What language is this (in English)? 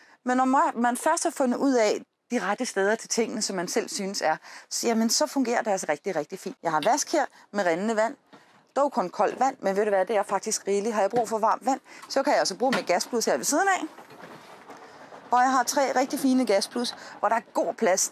Danish